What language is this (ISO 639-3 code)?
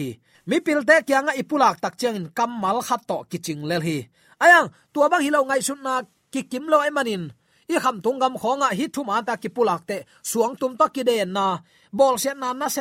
ctd